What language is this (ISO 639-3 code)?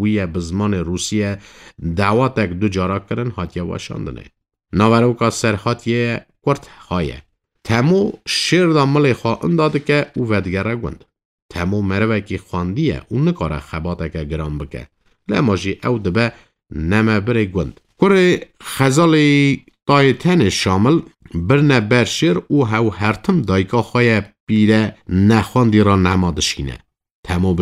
kur